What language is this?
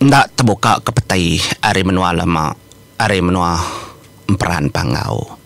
Iban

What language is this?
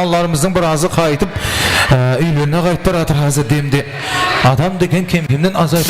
Kara-Kalpak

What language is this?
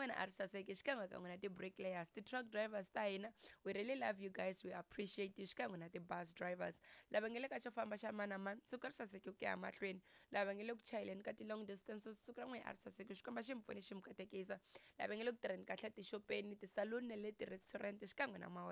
Tsonga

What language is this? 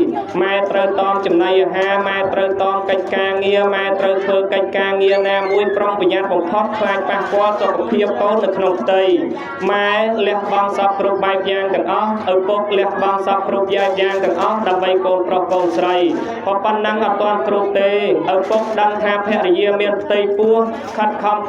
Khmer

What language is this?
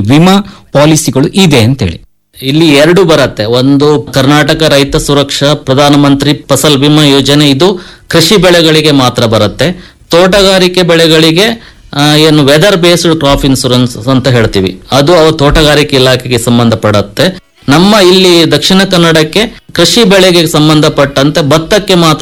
Kannada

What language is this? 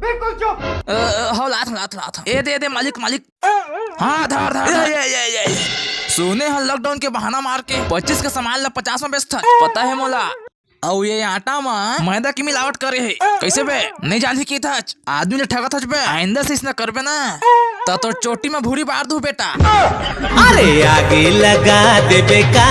Chhattisgarhi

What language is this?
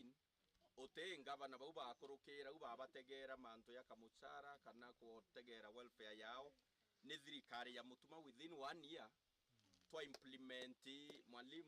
Meru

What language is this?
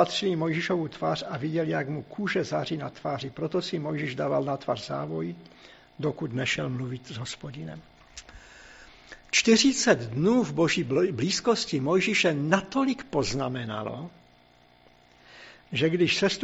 Czech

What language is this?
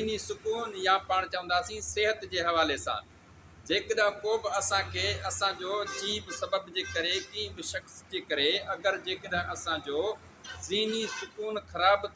Sindhi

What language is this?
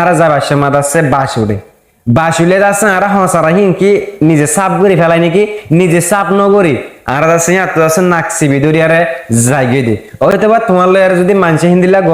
Rohingya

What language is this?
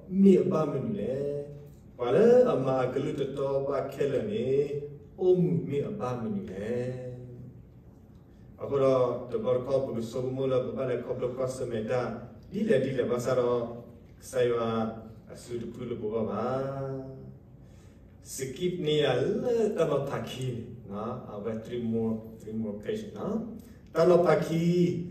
S'gaw Karen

